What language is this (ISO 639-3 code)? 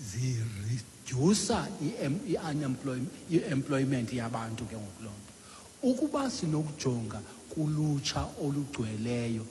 xho